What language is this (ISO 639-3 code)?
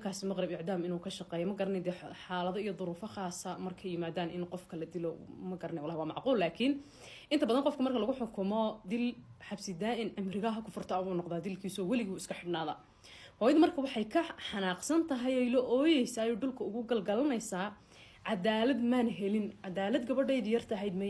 som